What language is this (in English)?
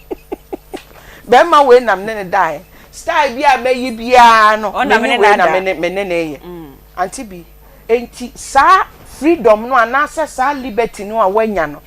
Akan